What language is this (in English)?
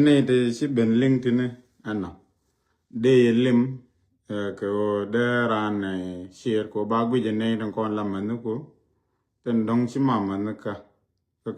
Nuer